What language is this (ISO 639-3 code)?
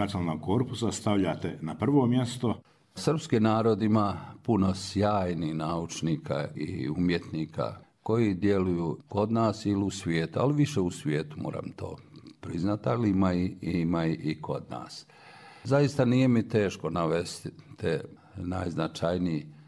srp